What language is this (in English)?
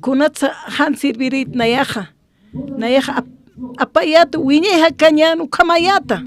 Aymara